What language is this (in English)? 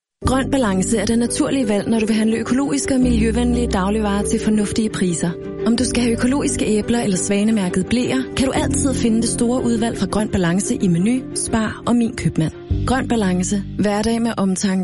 Danish